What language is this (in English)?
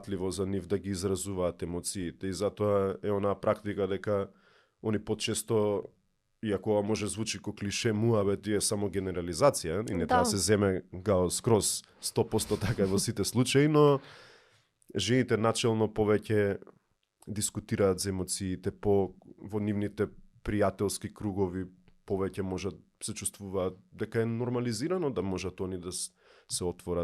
Macedonian